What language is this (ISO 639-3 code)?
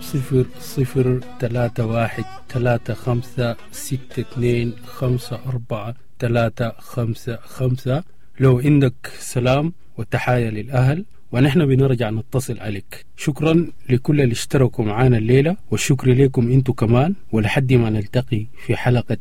apd